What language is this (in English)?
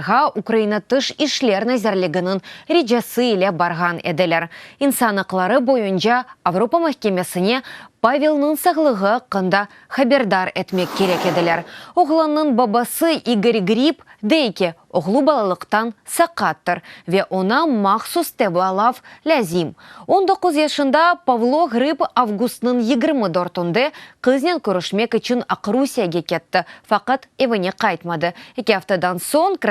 Crimean Tatar